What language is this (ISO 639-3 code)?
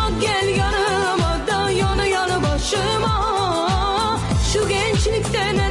tur